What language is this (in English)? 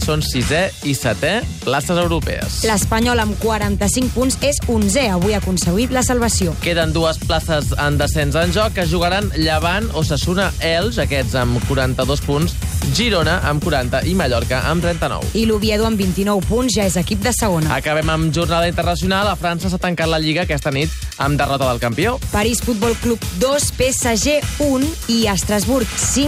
Catalan